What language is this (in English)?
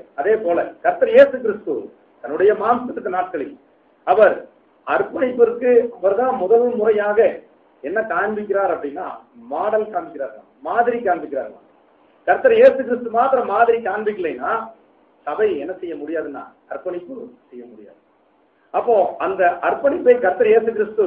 Tamil